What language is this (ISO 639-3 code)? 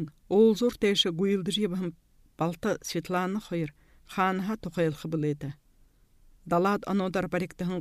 bua